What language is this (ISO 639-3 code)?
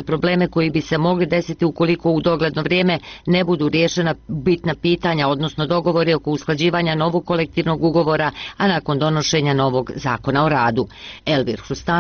bos